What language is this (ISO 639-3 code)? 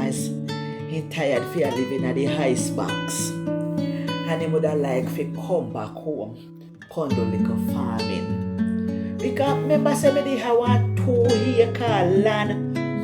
jam